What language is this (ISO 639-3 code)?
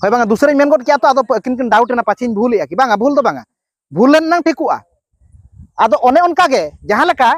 sat